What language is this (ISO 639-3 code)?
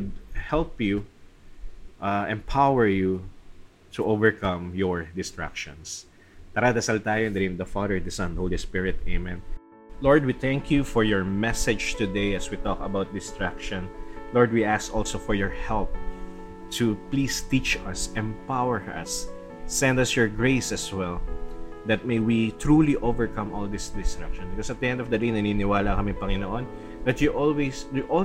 fil